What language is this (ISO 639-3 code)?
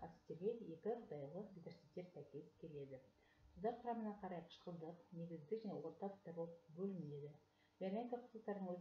kaz